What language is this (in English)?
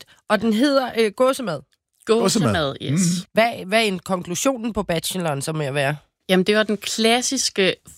Danish